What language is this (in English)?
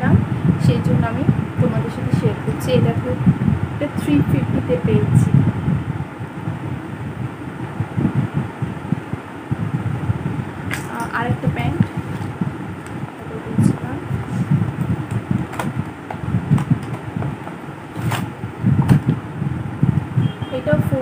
Bangla